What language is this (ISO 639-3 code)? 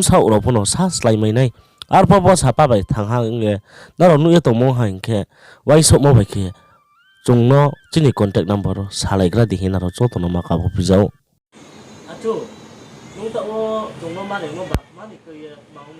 ria